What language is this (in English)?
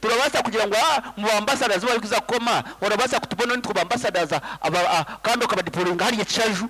Nyankole